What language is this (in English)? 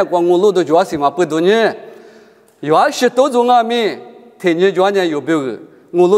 Lisu